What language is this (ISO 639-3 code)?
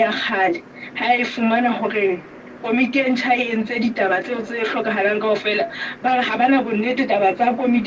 sot